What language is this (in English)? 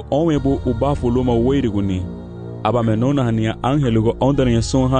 Garifuna